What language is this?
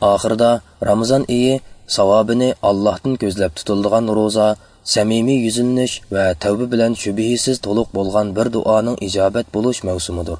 Uyghur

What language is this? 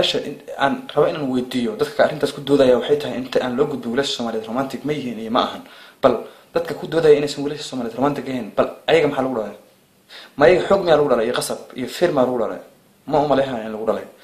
Somali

